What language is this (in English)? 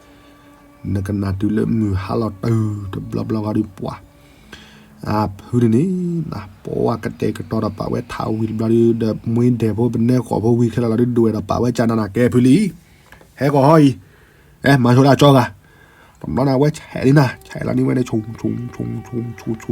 S'gaw Karen